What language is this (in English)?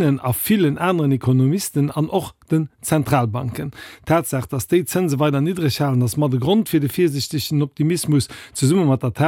Luxembourgish